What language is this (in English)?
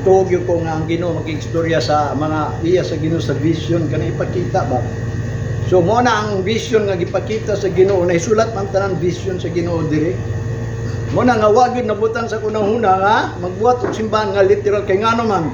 Cebuano